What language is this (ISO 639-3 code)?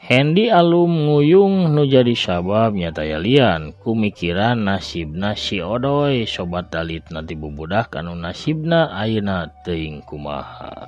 sun